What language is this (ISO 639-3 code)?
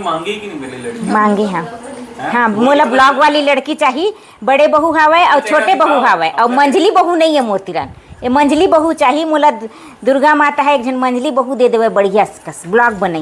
hne